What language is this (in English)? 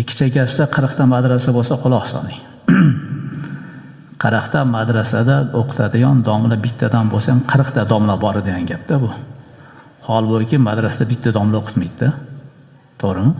Uzbek